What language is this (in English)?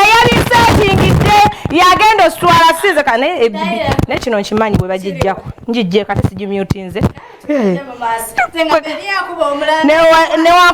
Ganda